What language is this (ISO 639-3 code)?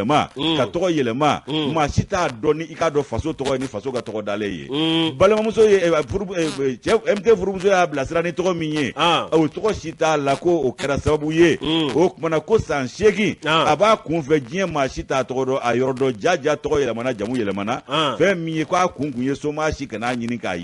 bam